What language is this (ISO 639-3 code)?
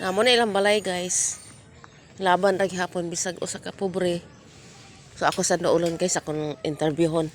ceb